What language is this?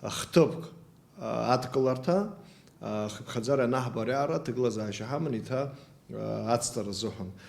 Abkhazian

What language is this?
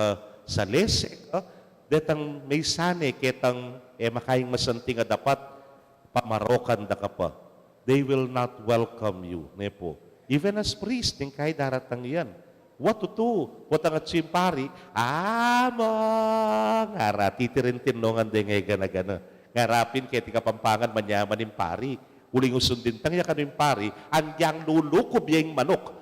Pampanga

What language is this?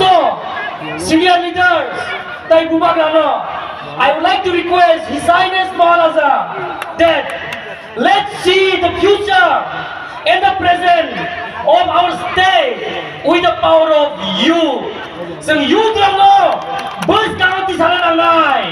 Kok Borok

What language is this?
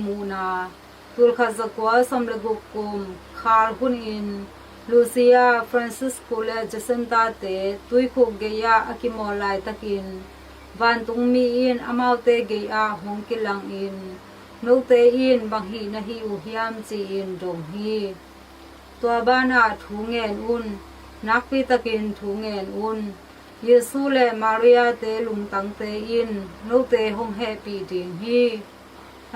Tedim Chin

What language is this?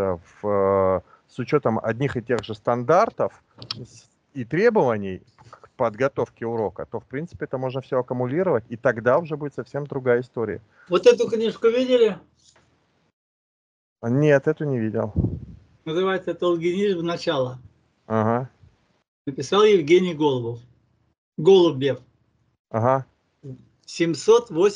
Russian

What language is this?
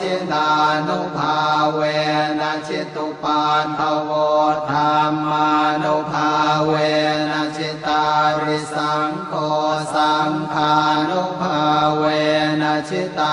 Pali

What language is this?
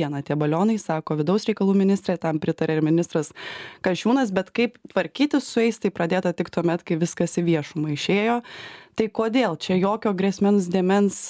Lithuanian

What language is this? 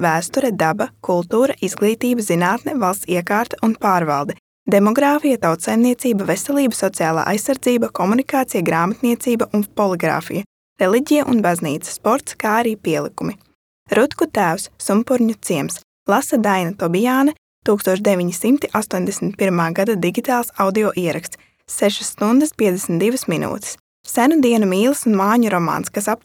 Latvian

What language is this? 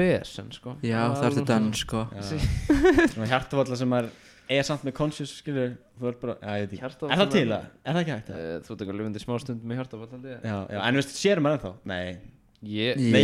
Icelandic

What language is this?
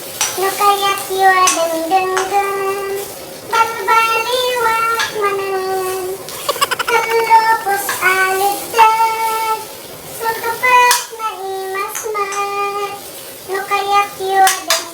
Iloko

